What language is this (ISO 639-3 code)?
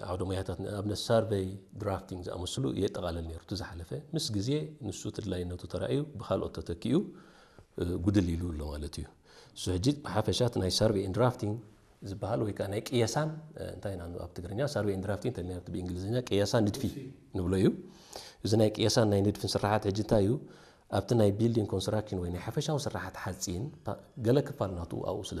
tir